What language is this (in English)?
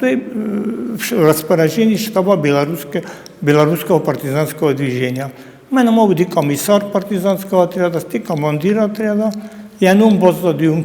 Ossetic